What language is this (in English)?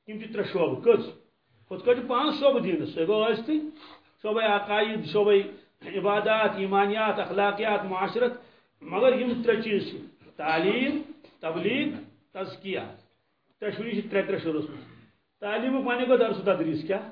Kashmiri